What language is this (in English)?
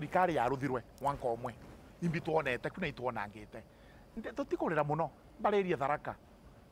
Meru